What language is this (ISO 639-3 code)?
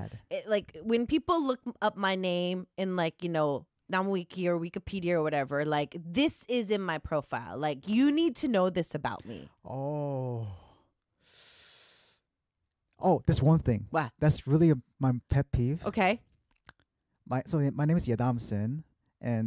eng